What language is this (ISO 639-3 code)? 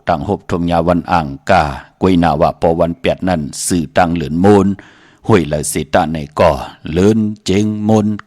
shn